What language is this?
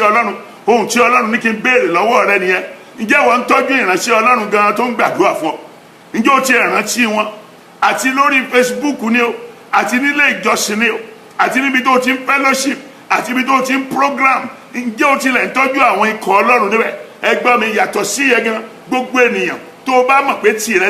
Yoruba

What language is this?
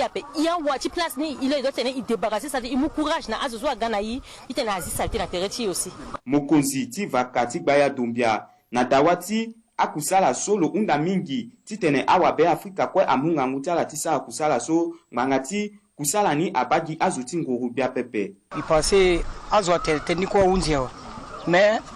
Sango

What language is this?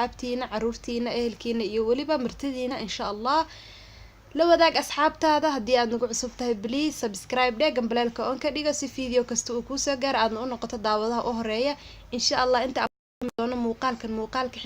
Somali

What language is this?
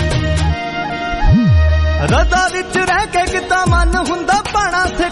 Punjabi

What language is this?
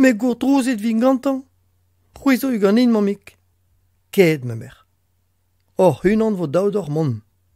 Breton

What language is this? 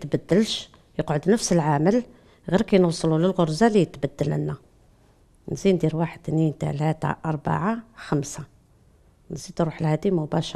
Algerian Arabic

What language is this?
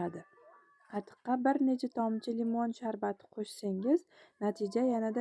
Uzbek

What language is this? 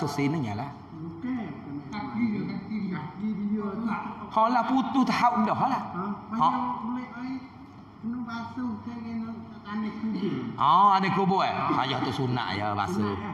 Pattani Malay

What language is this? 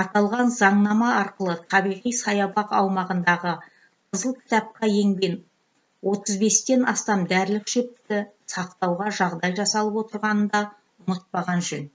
Kazakh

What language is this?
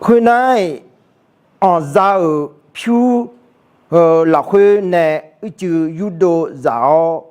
Akha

